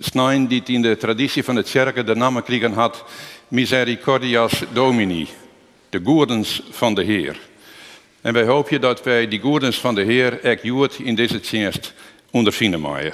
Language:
Western Frisian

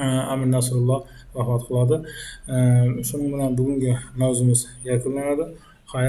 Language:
Uzbek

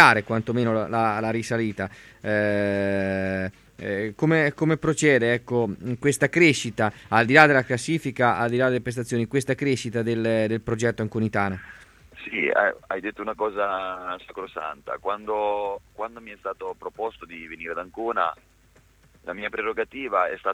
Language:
Italian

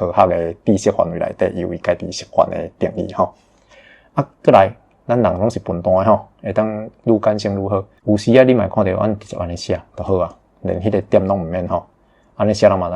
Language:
Min Nan Chinese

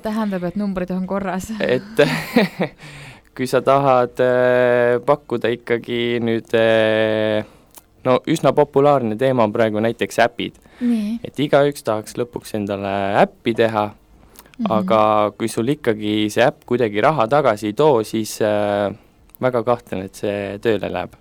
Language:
Estonian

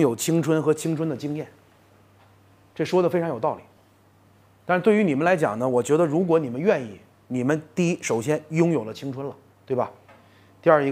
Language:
Chinese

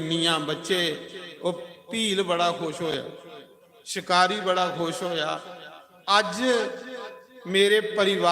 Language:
Dogri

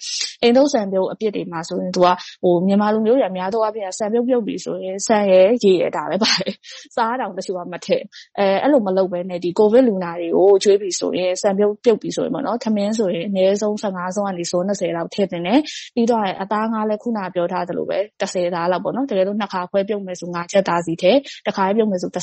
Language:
Burmese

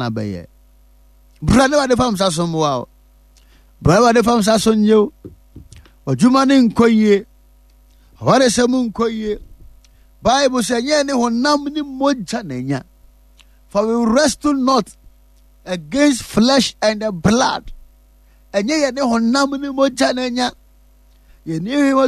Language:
Akan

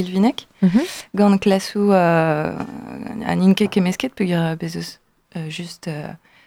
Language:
Breton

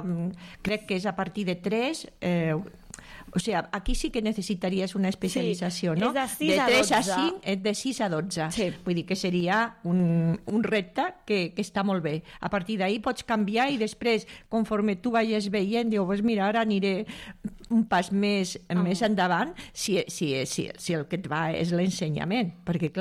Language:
Catalan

